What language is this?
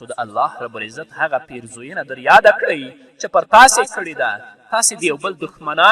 Pashto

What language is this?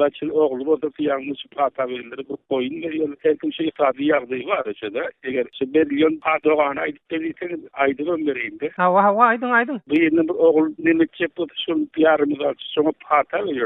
Turkmen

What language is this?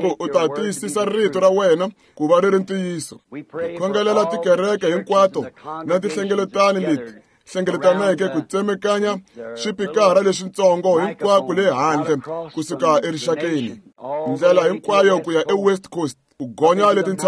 Tsonga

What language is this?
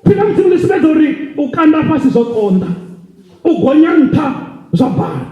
Venda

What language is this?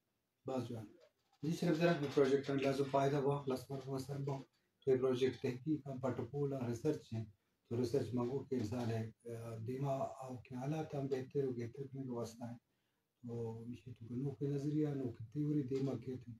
Eastern Balochi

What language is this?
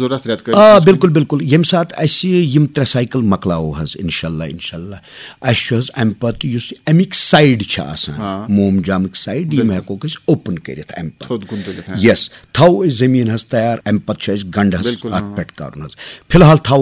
Kashmiri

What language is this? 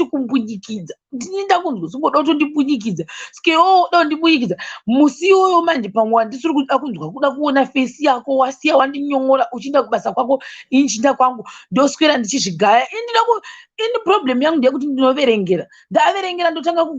Shona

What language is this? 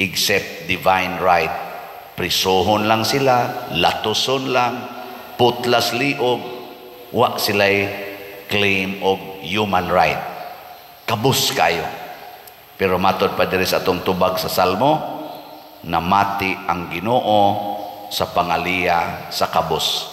Cebuano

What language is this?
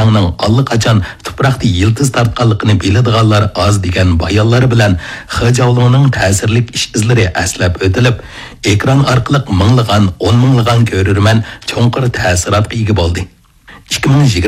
Uyghur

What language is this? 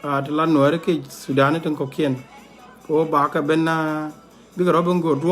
Nuer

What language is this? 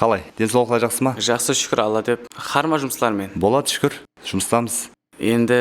Kara-Kalpak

